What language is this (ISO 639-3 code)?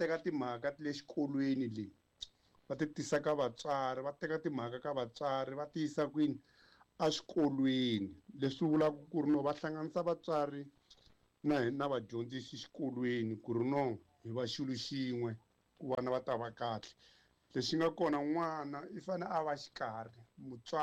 tso